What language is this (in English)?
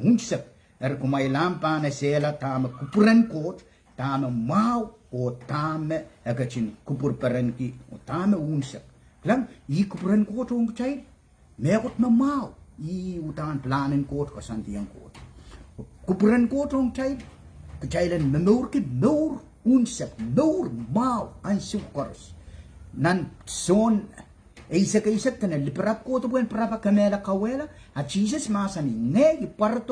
Pohnpeian